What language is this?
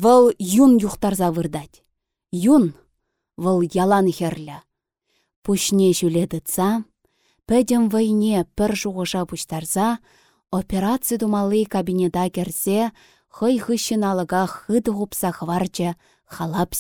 Chuvash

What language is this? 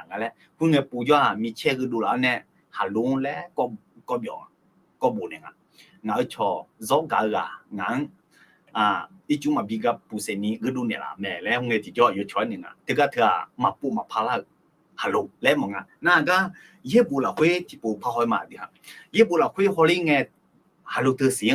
Akha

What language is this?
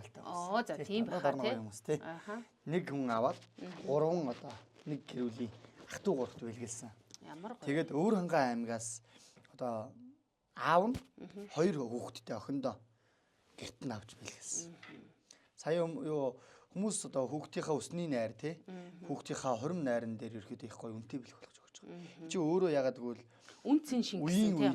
Mongolian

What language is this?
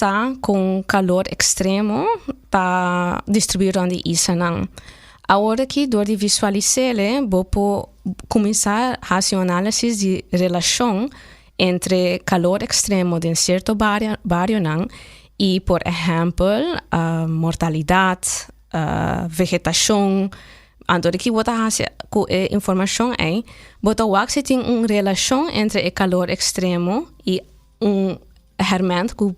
Papiamento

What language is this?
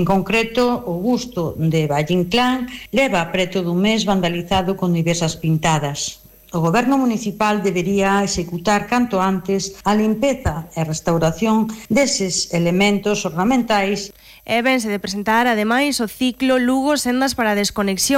Galician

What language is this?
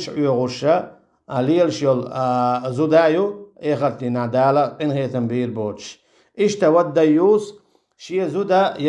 Chechen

